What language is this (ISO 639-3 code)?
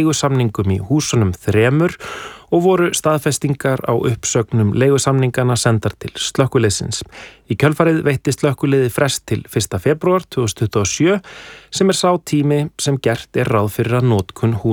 isl